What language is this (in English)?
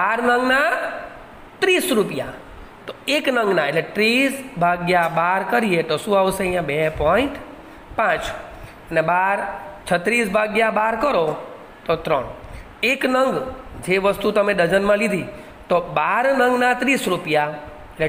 Gujarati